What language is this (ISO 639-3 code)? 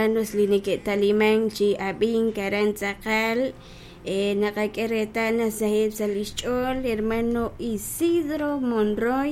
kek